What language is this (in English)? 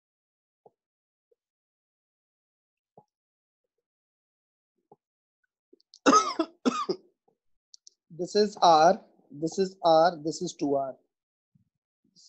English